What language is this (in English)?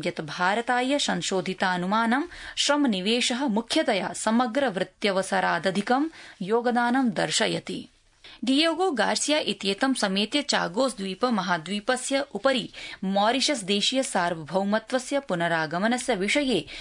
Sanskrit